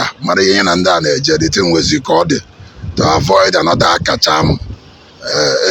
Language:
Igbo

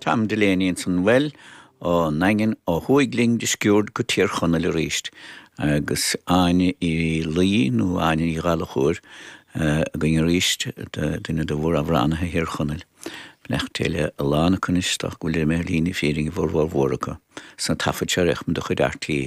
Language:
Irish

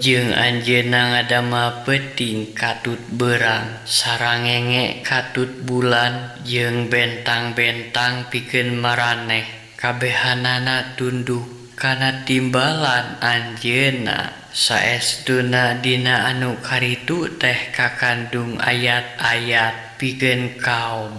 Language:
Sundanese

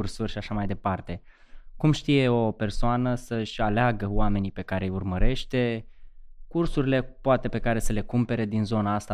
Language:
Romanian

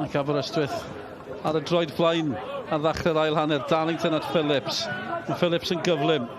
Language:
Welsh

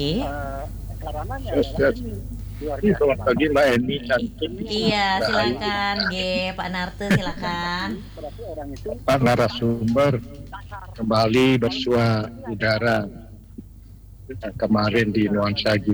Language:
Indonesian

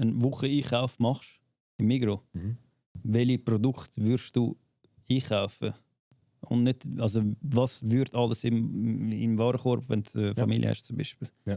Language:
Swiss German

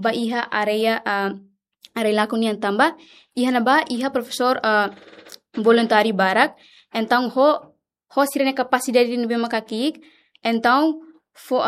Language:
Tetum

